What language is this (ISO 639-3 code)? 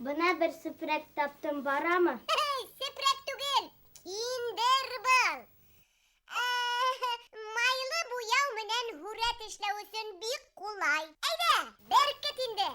bak